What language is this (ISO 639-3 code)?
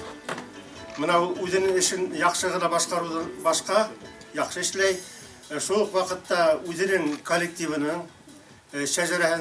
bak